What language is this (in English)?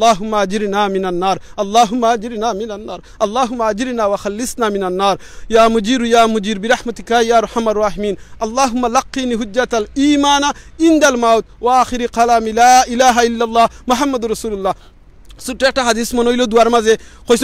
Sylheti